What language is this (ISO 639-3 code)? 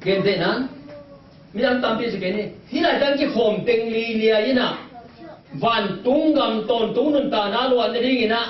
ctd